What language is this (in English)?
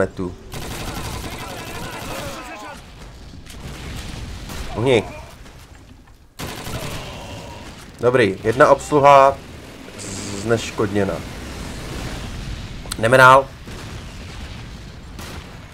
Czech